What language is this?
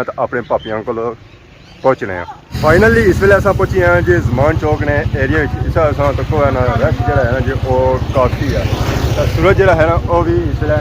Pahari-Potwari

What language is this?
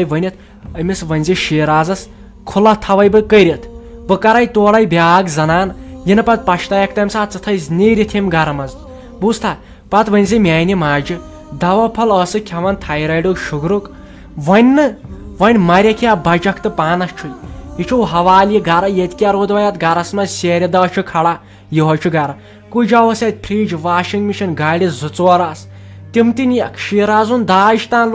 Kashmiri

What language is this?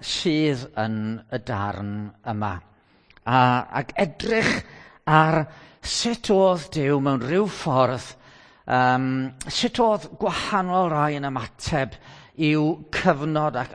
Welsh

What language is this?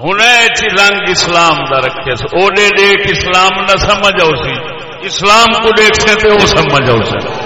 Saraiki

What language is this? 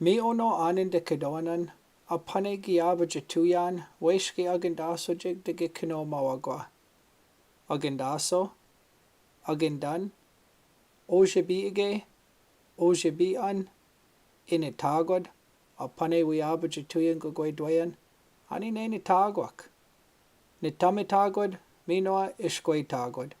Chippewa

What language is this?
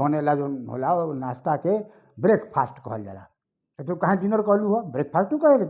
Bhojpuri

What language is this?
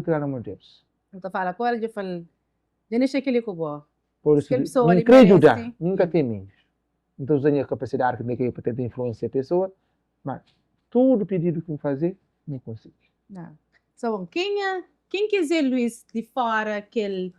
Kabuverdianu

